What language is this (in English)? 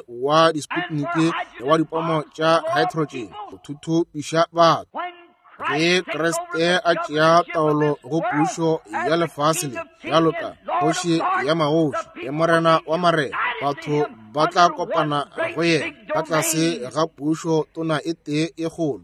Northern Sotho